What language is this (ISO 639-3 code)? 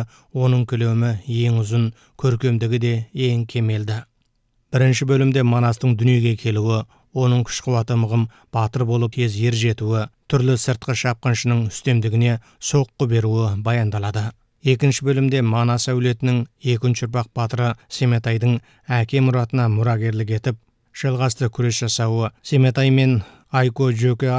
kaz